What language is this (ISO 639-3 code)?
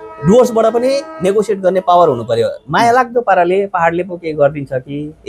nep